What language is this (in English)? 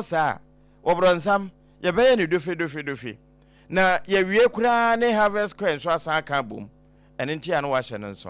Akan